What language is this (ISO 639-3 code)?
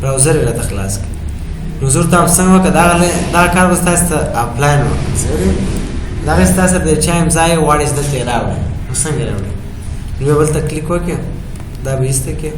pus